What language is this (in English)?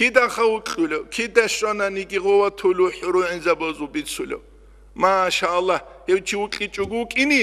Avaric